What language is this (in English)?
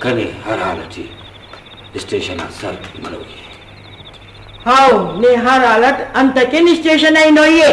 Brahui